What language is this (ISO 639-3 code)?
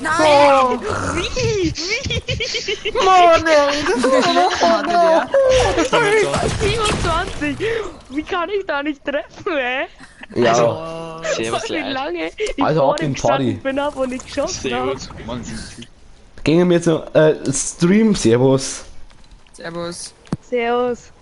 bar